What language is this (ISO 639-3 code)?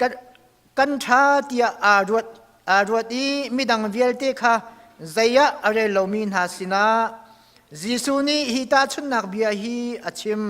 cnh